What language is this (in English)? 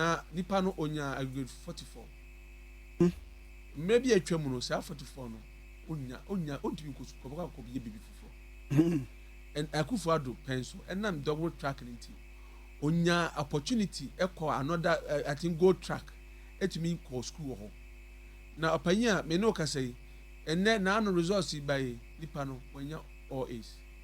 Akan